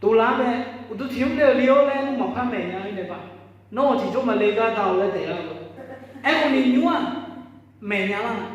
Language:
Akha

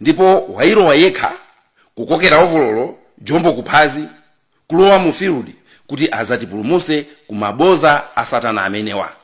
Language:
Nyanja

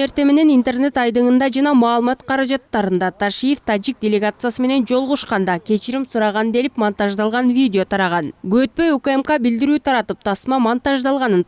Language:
Kyrgyz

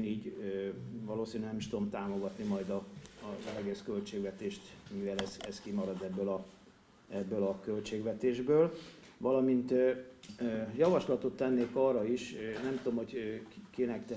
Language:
Hungarian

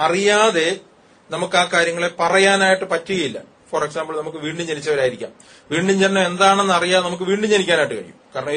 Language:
Malayalam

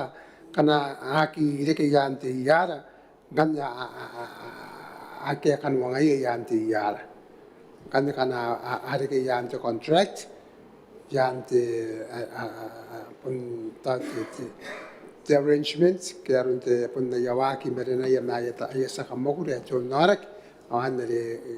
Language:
Gilbertese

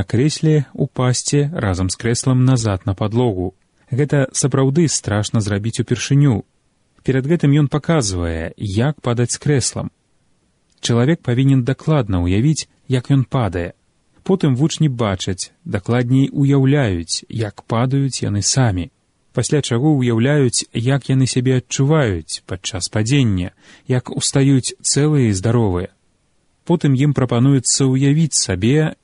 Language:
Belarusian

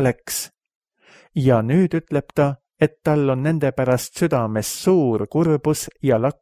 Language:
Estonian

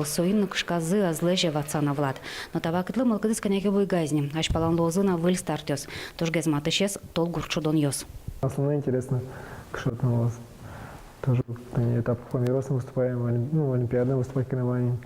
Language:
Udmurt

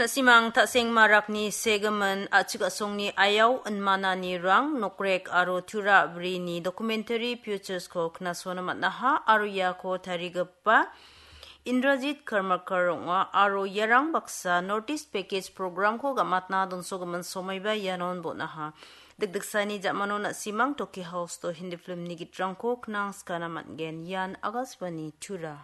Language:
Garo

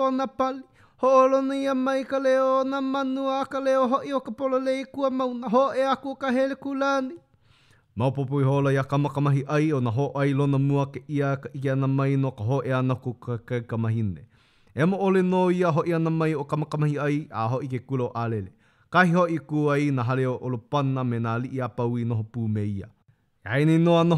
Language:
Hawaiian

